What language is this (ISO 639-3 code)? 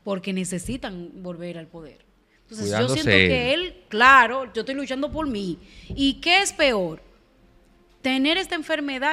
spa